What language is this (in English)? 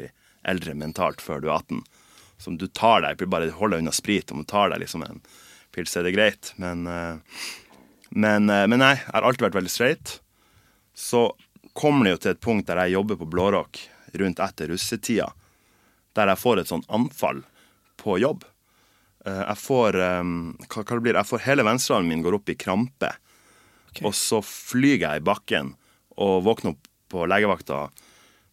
Norwegian